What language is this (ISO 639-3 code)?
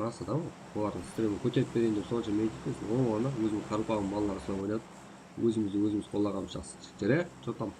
kaa